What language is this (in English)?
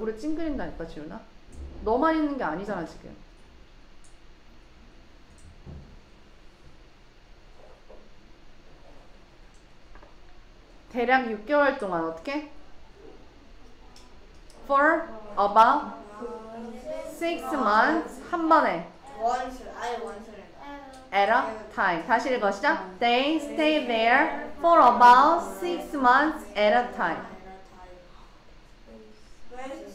Korean